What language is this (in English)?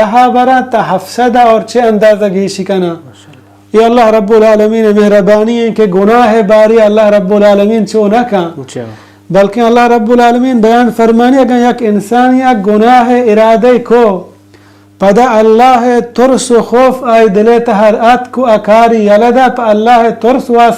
Baluchi